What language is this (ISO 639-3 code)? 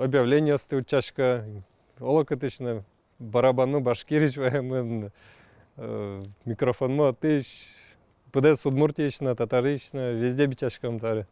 udm